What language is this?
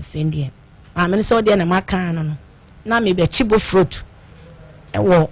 Akan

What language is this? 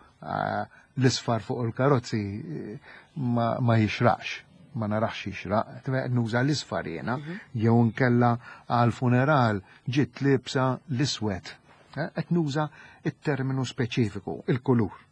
Maltese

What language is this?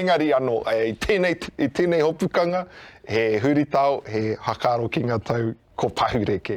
Māori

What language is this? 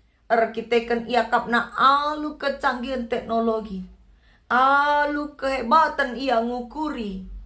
Batak Karo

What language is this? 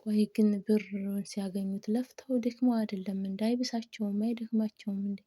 Amharic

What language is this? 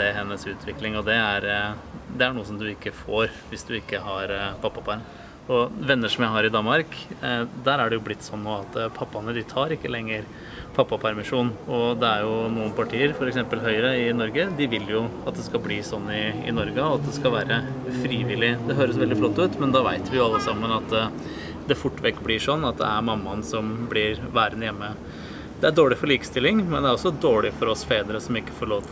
Norwegian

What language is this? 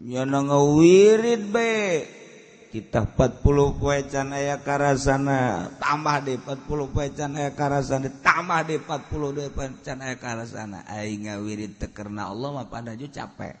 Sundanese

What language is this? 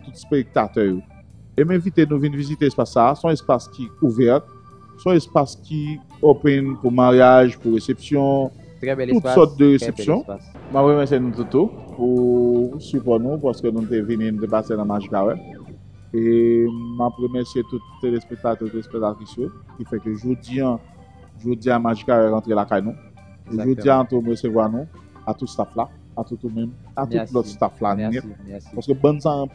Haitian Creole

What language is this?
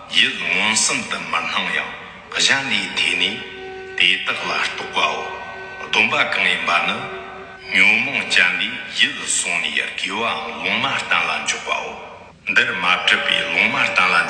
Tibetan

